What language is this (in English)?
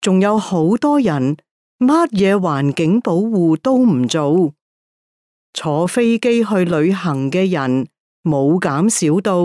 Cantonese